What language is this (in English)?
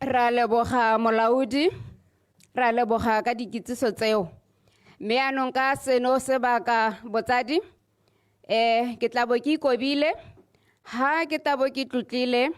Tswana